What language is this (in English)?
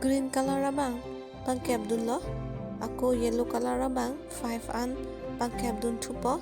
Karbi